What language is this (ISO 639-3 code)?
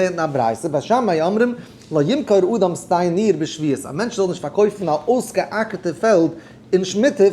yid